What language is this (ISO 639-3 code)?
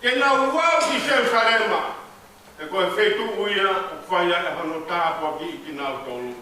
ton